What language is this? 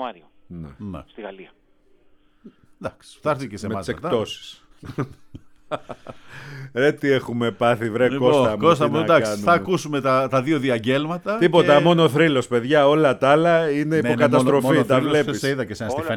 Greek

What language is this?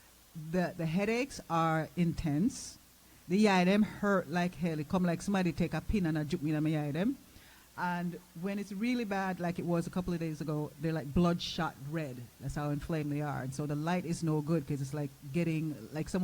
Jamaican Creole English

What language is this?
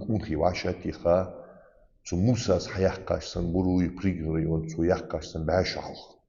Ingush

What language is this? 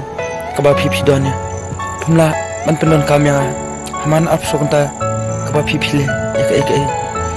Khasi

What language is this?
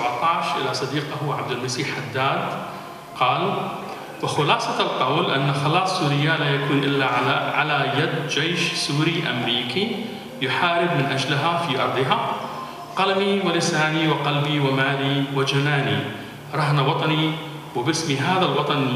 Arabic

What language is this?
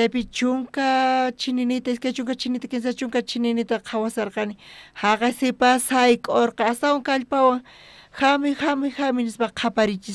South Bolivian Quechua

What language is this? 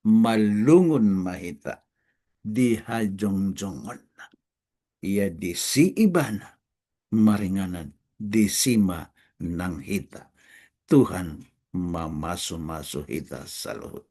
Batak Toba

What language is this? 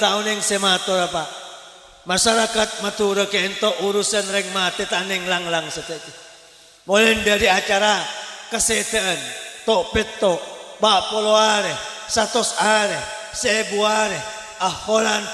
Madurese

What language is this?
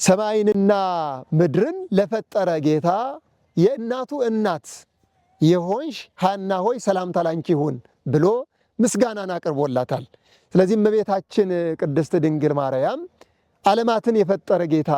Amharic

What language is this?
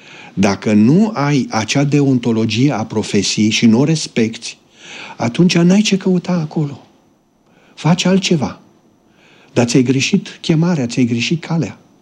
Romanian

